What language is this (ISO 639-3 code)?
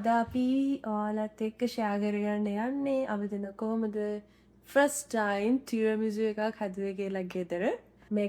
sin